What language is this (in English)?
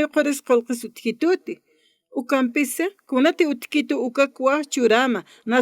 Aymara